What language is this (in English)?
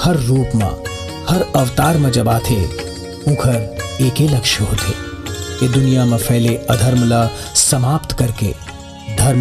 Chhattisgarhi